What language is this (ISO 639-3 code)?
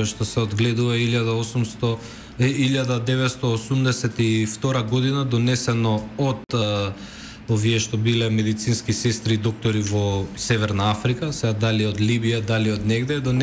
mkd